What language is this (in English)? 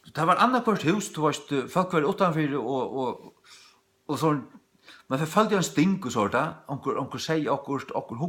Faroese